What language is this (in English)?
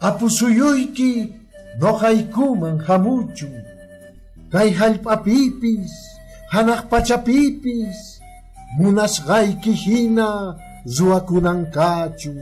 Quechua